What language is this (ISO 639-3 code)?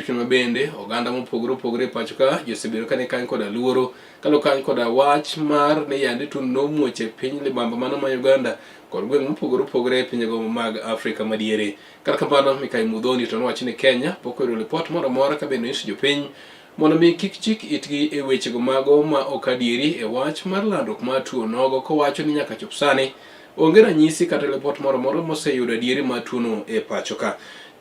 luo